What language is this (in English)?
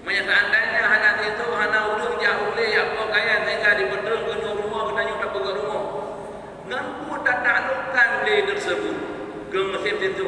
Achinese